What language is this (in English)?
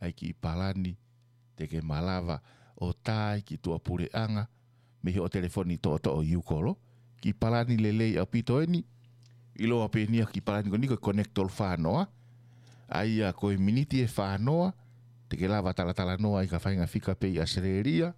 Tongan